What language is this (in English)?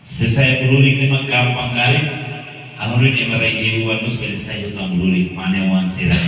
Tetum